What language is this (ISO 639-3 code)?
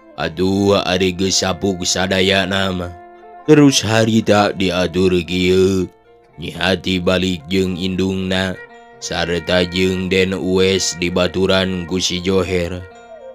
sun